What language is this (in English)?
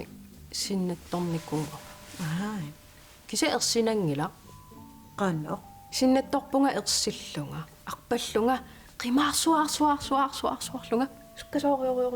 Kalaallisut